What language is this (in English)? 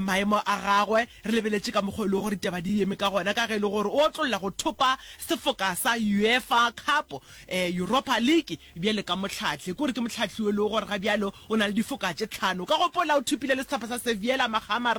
Northern Sotho